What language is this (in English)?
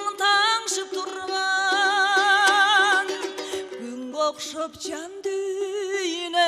Kyrgyz